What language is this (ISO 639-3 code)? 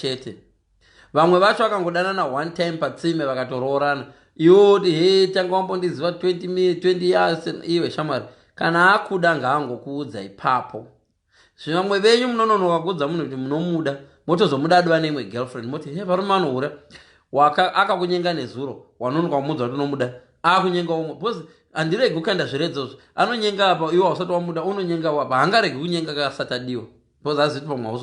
sna